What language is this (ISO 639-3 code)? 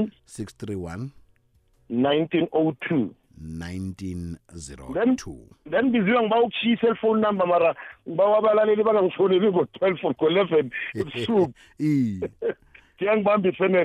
nbl